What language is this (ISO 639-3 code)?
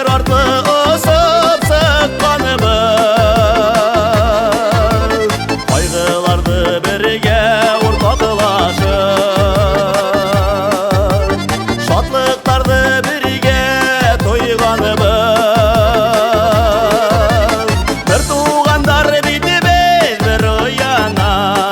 bak